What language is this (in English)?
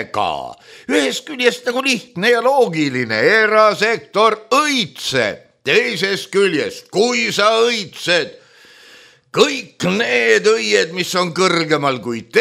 Estonian